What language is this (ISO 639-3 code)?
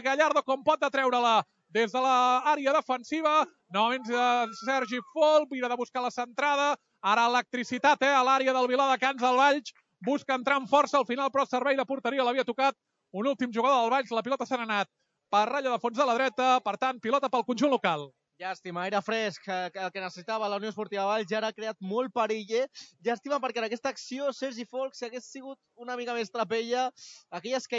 cat